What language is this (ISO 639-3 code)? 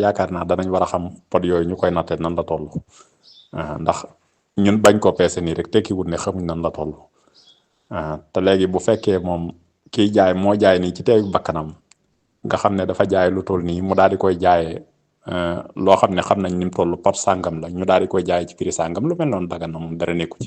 wol